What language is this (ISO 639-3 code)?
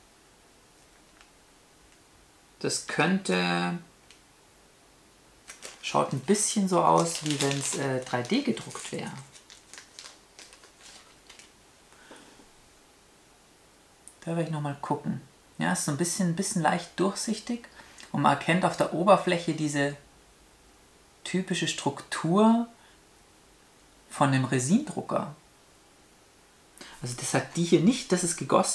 deu